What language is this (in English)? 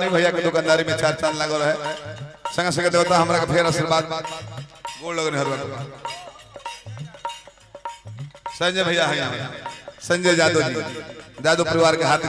Bhojpuri